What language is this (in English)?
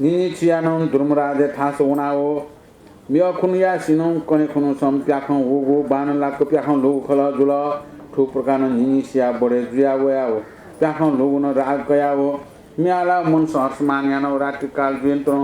Newari